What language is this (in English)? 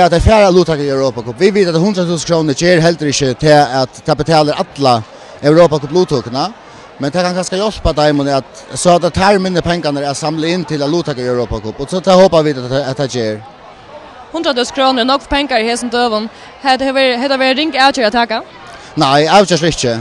Faroese